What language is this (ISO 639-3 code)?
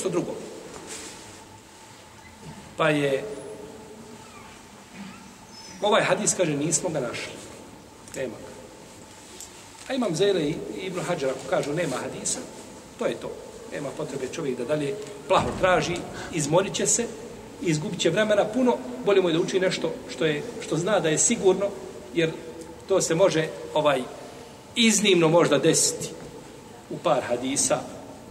bos